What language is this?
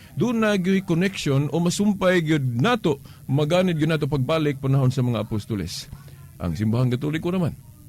Cebuano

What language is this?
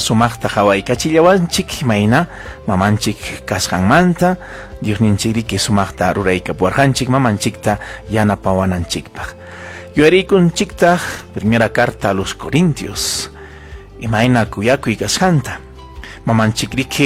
Ayacucho Quechua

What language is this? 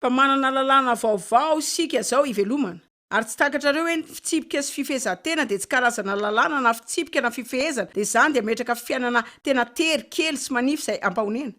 Malagasy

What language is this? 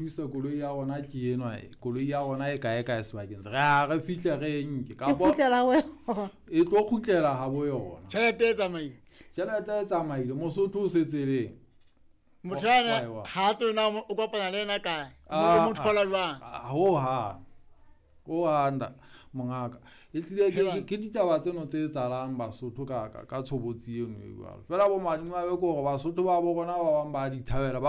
Southern Sotho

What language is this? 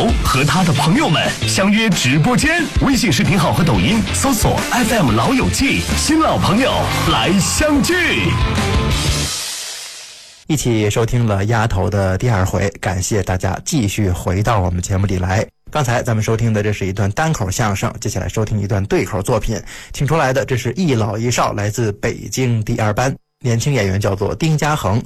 Chinese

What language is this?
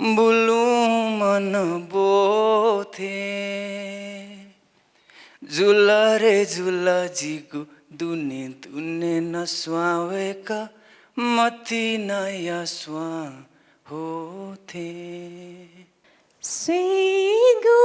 Newari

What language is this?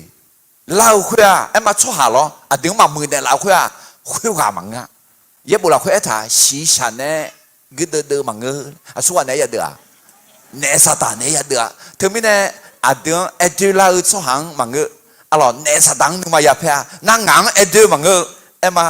Akha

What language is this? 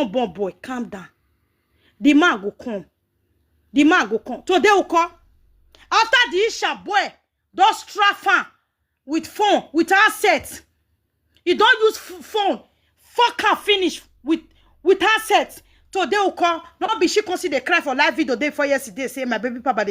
Nigerian Pidgin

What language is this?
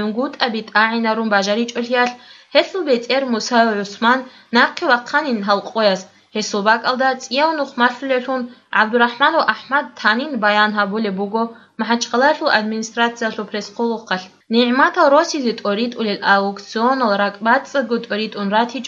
Avaric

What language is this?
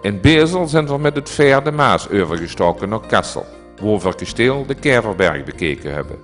Limburgish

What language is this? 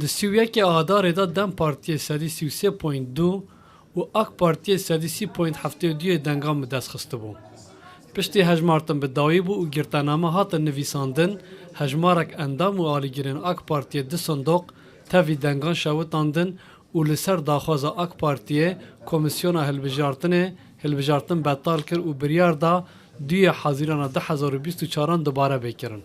Kurdish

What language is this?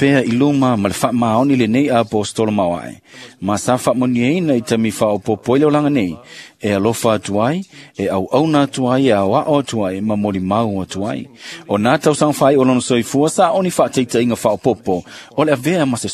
Samoan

